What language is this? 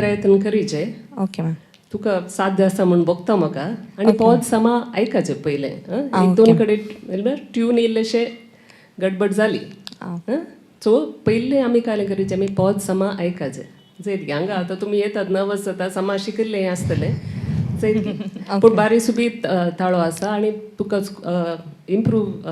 Konkani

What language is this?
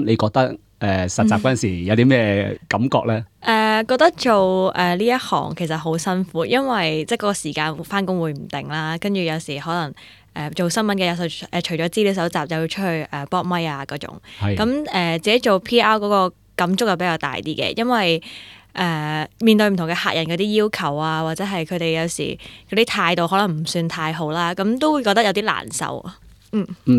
Cantonese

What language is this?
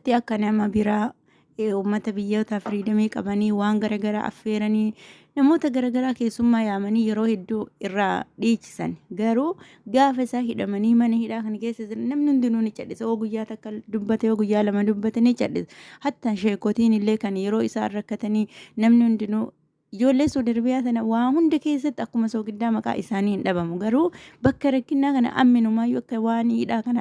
Oromo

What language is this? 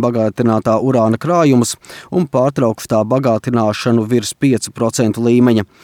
Latvian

